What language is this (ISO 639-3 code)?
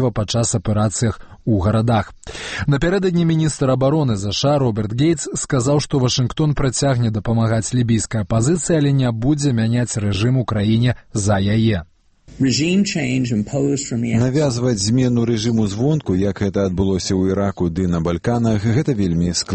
bel